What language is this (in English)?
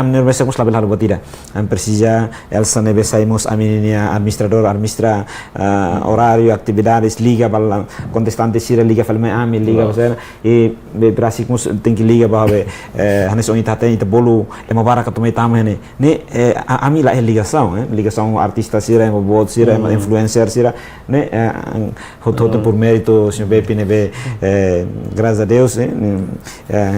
Tetum